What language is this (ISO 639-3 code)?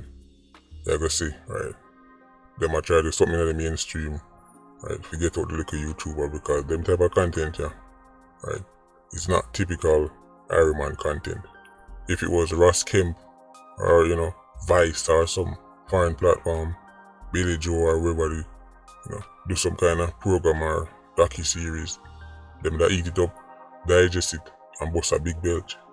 jam